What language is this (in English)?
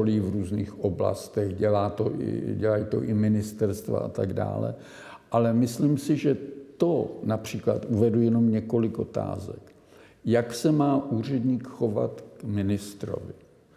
Czech